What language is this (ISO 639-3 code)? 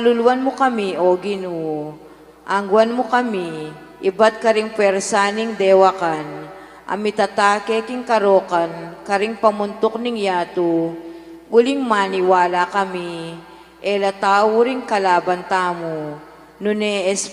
pam